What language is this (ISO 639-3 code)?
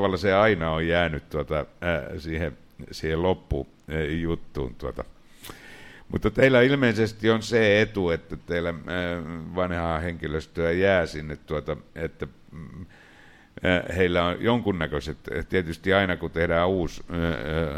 fin